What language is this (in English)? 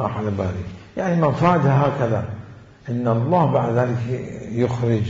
Mesopotamian Arabic